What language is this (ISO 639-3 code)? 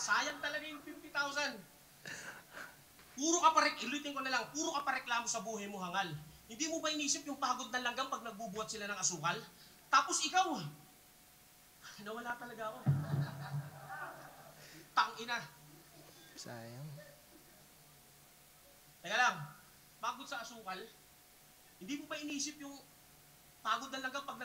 fil